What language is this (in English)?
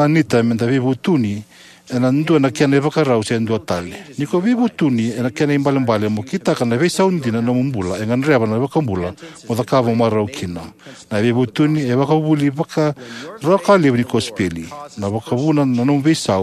Fijian